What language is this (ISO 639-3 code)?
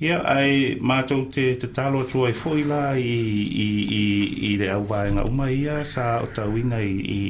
smo